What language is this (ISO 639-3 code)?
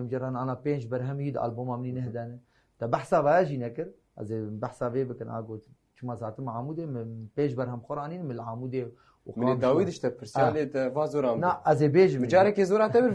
kur